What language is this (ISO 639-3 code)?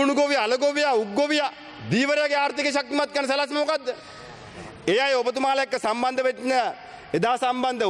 sin